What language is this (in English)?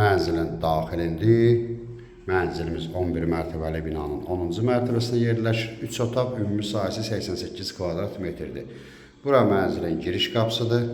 Azerbaijani